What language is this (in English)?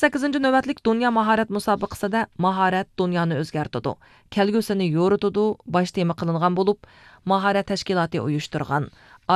Uyghur